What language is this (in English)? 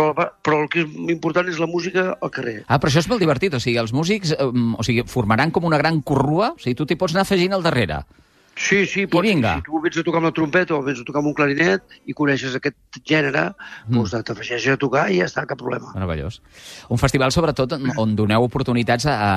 Catalan